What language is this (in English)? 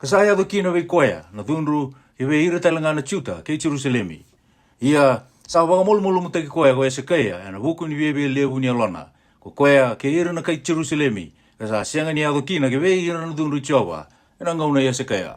Fijian